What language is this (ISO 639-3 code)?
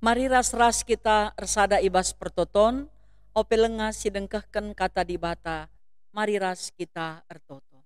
btx